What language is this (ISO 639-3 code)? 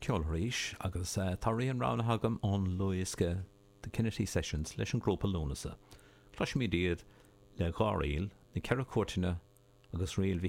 gle